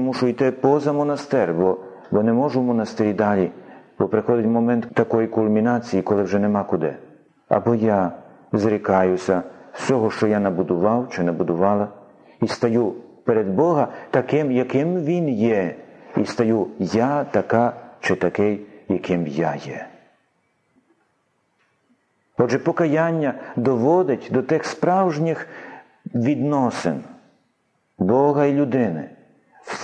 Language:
Ukrainian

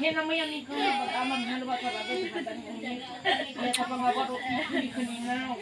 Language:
Nias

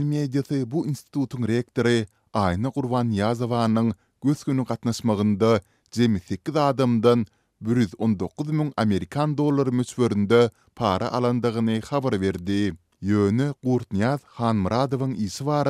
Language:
Turkmen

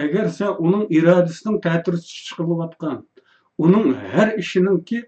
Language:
Uyghur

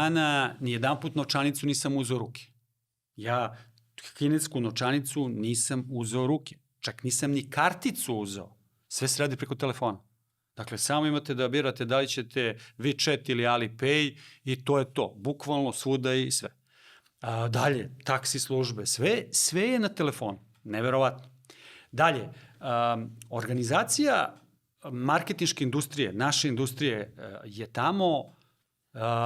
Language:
Macedonian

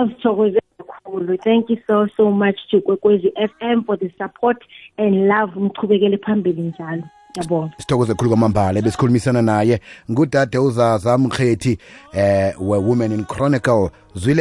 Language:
South Ndebele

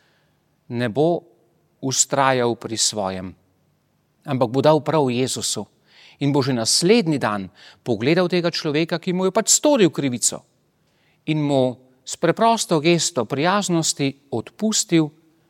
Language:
Slovenian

